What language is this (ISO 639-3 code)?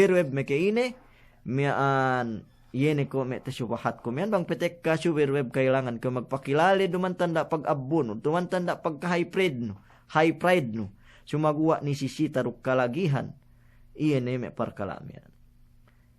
yka